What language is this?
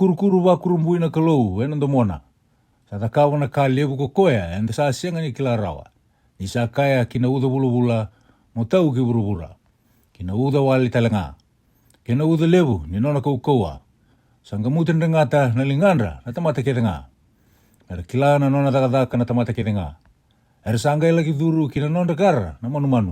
Fijian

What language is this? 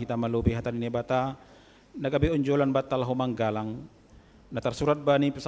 Batak Simalungun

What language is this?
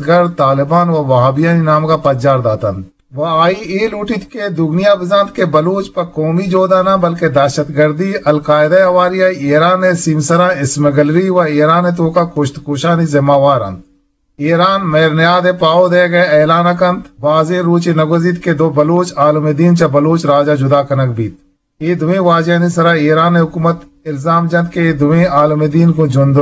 Eastern Balochi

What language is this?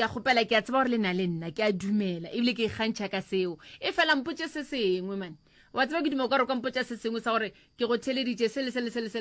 Northern Sotho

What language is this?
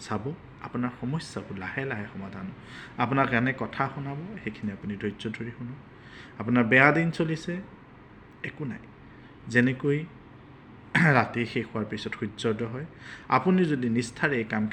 Assamese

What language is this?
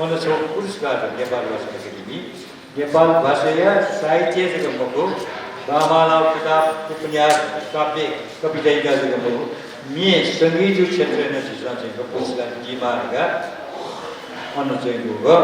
Newari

